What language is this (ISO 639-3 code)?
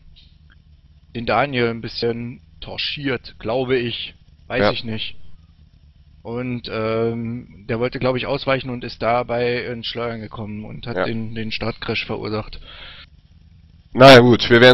deu